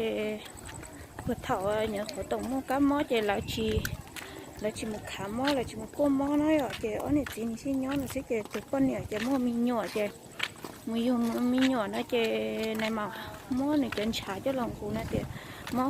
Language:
Hmong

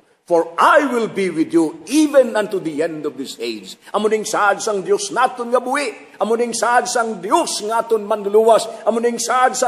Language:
Hiligaynon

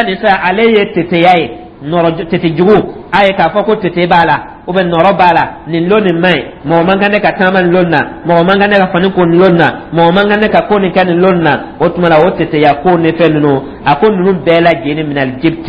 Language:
Dyula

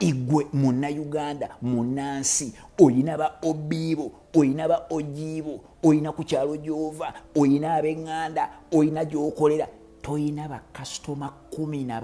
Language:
Ganda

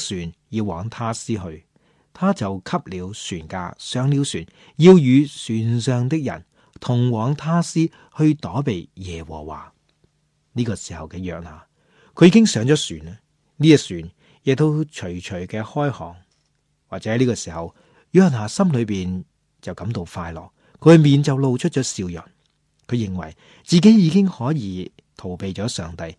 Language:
Cantonese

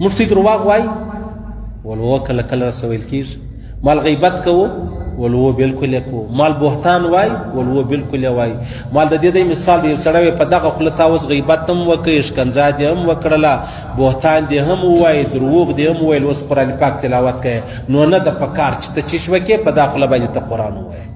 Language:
Pashto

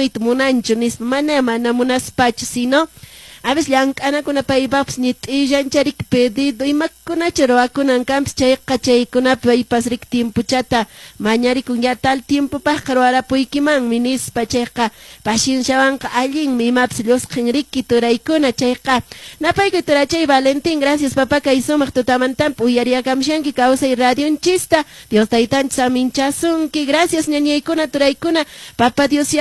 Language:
Quechua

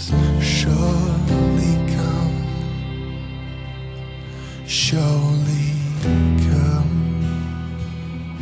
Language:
English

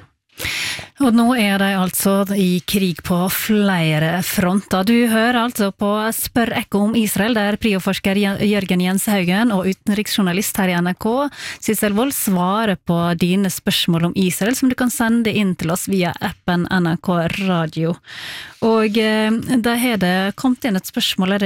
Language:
Norwegian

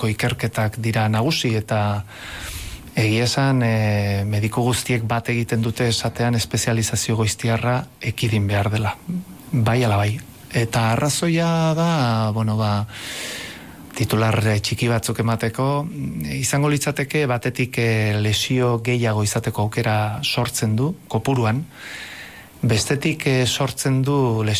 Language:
Basque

